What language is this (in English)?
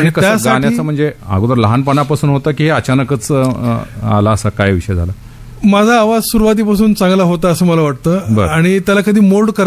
Marathi